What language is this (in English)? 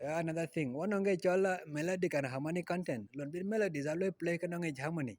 Dinka